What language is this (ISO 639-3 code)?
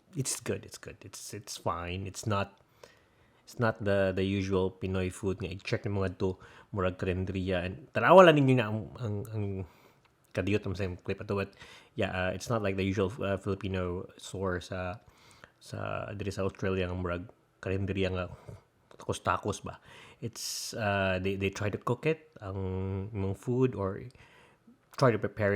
ceb